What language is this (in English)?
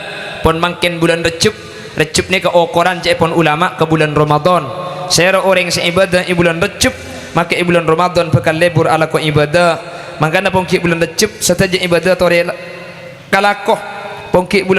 Madurese